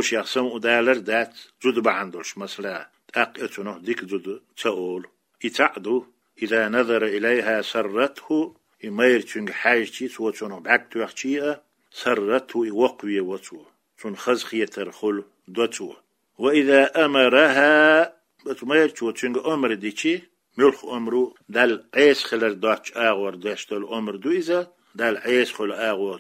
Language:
Chechen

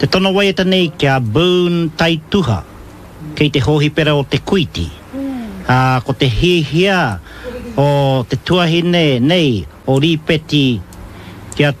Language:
Māori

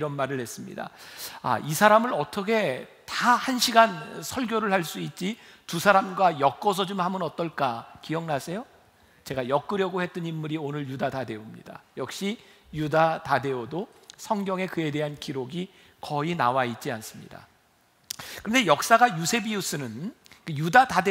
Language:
Korean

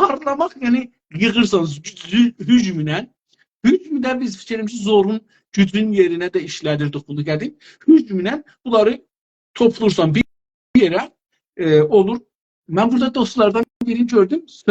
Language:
South Azerbaijani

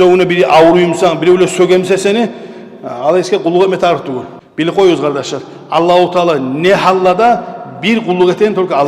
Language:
Kumyk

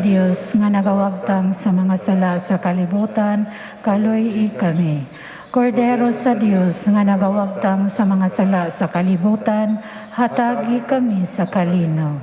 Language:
Cebuano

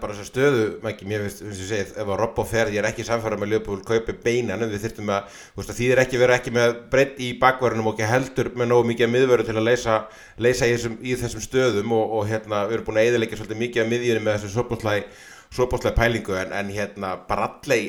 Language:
Icelandic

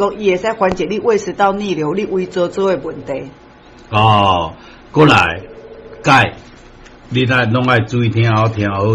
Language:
Min Nan Chinese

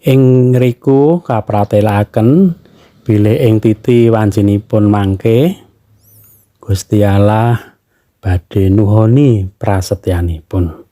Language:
Javanese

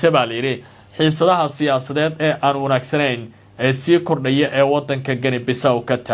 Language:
Somali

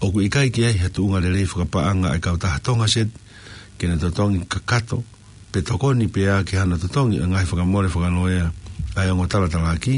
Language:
Tongan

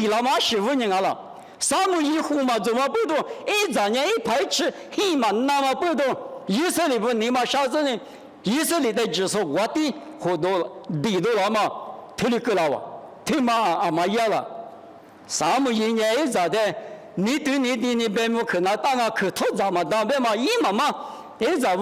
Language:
Lisu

